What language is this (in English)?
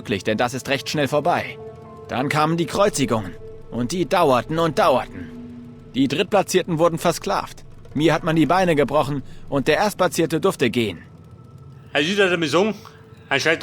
Bavarian